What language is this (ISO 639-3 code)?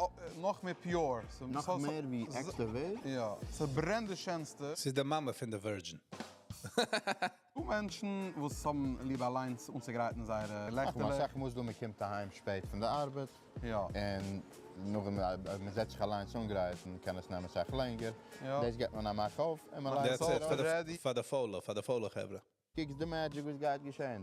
yid